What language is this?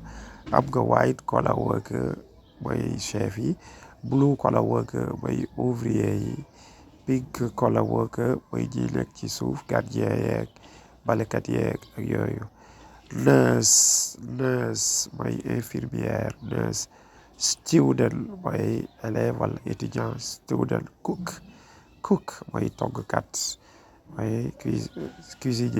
Wolof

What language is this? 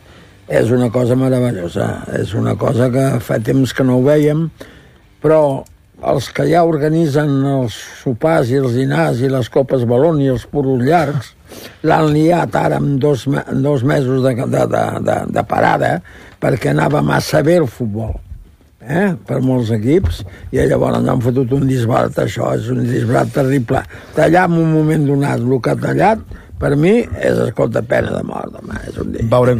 Catalan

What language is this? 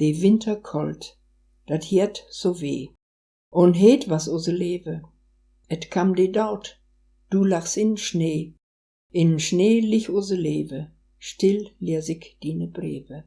Westphalien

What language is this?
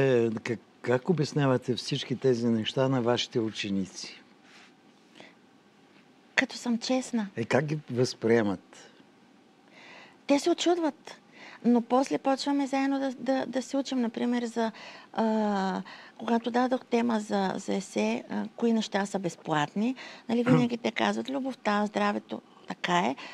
Bulgarian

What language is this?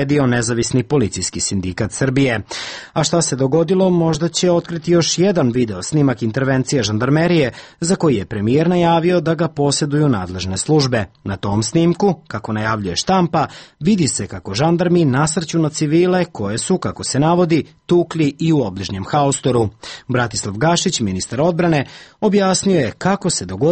Serbian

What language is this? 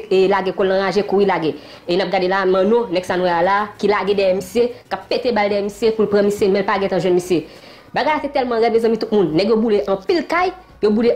Haitian Creole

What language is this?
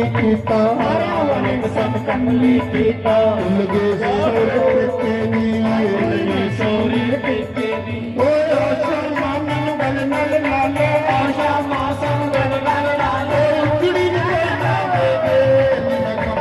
Dogri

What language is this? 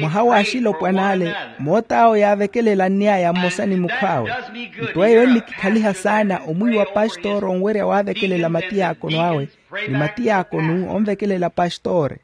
Makhuwa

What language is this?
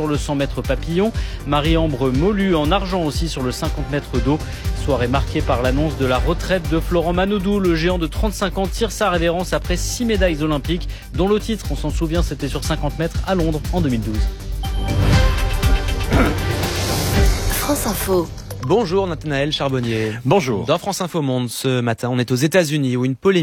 French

